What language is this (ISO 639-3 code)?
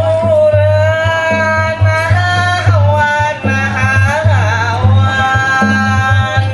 bjn